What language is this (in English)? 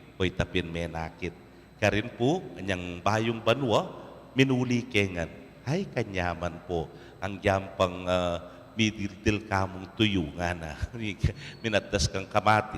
Pampanga